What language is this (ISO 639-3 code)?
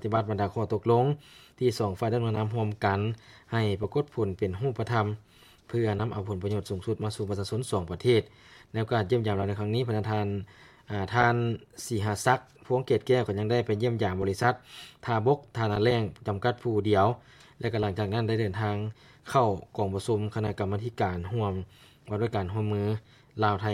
lao